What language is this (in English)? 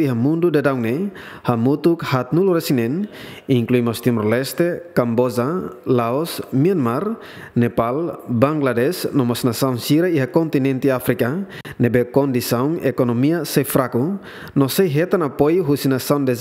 Tetum